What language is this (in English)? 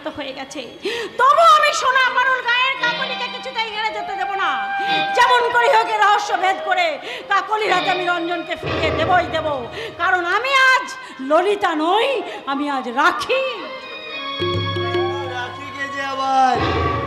Bangla